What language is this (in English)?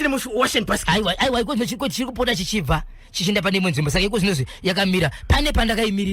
Shona